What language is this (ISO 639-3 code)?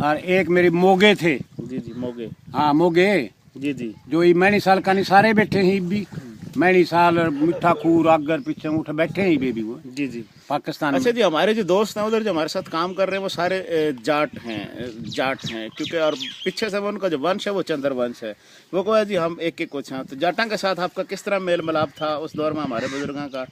bgc